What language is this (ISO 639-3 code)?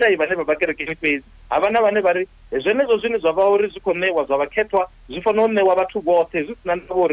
ven